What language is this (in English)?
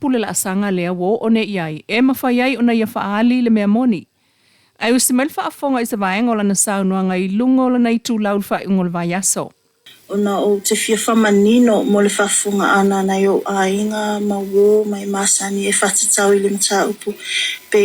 Samoan